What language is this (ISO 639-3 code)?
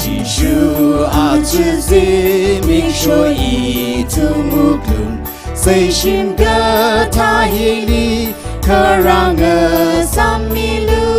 nmf